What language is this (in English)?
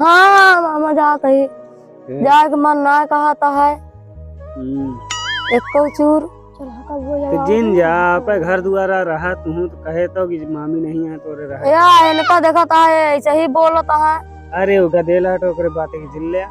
Awadhi